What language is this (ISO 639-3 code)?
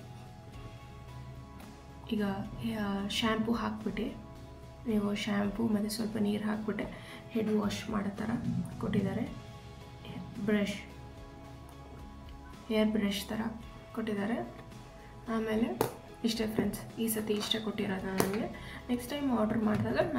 kan